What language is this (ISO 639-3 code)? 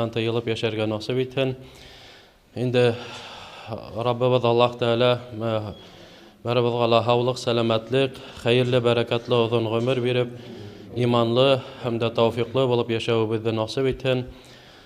bak